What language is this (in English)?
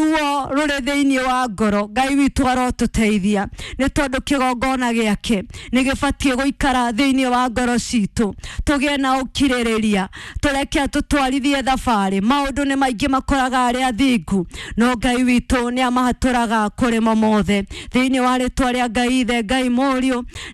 Kikuyu